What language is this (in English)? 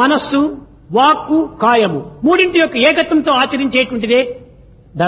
Telugu